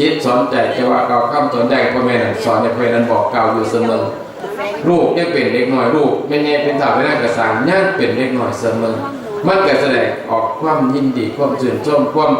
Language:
Northeastern Thai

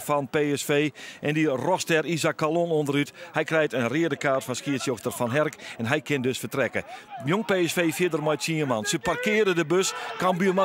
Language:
Western Frisian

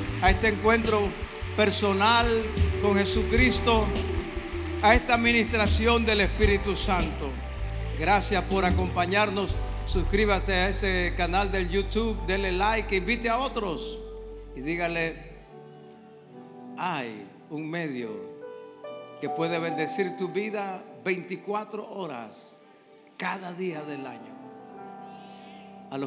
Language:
Spanish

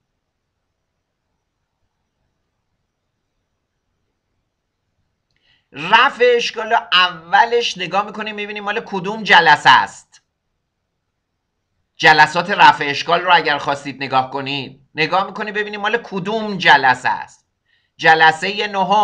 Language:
Persian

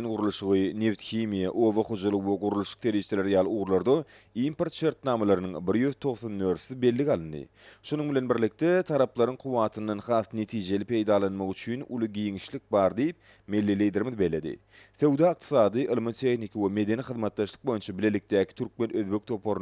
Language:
Turkmen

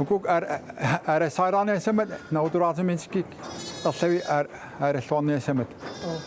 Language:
Kalaallisut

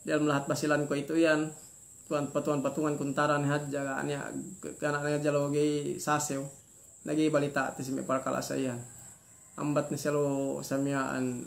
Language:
Yakan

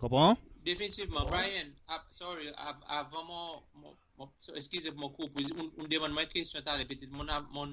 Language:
Seselwa Creole French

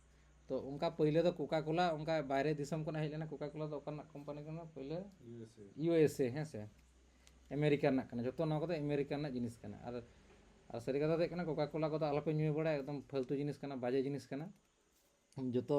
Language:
Santali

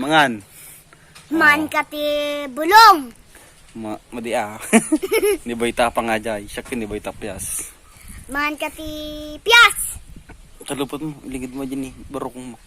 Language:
Iloko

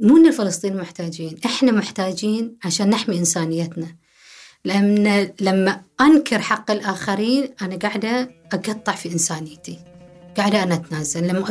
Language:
Gulf Arabic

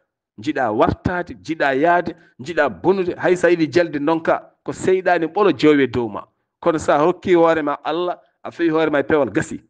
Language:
Fula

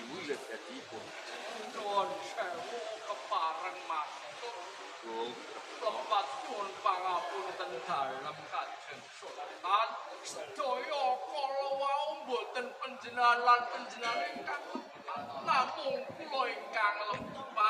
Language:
Javanese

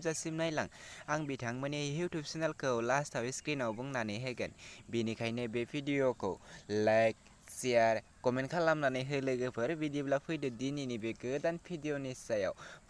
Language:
Bodo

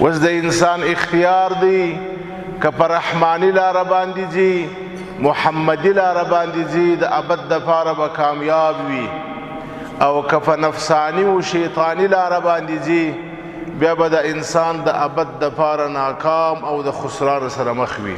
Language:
Pashto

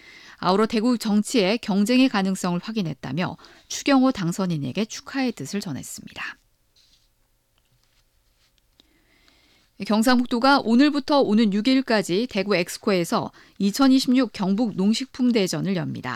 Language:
Korean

